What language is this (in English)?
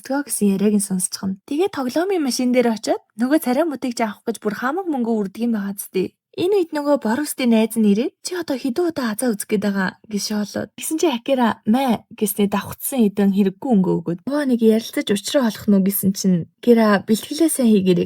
Mongolian